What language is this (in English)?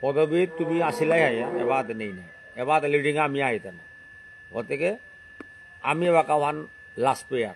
Bishnupriya